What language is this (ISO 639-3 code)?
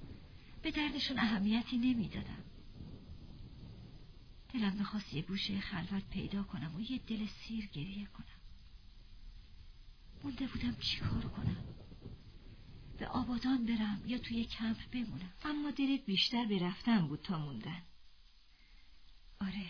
fas